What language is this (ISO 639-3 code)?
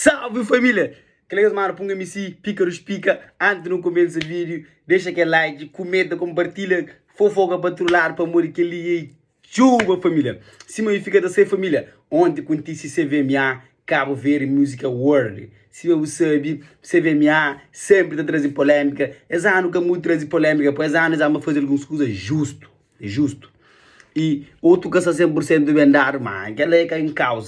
kea